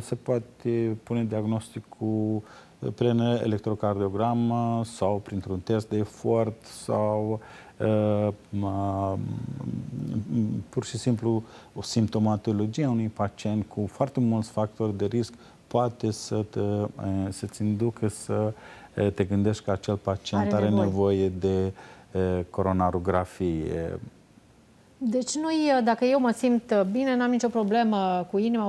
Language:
Romanian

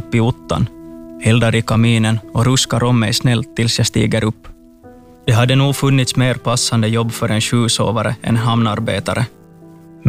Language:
Swedish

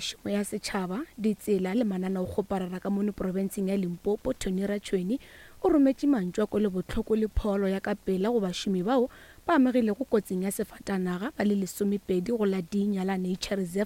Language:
Northern Sotho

